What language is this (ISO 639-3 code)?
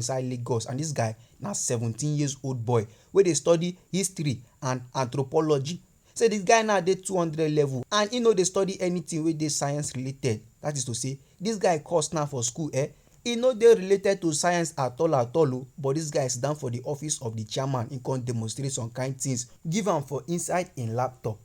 pcm